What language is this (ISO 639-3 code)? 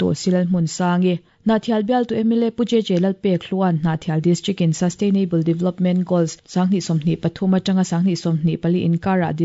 lus